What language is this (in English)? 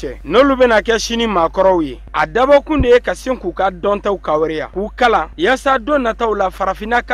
Bambara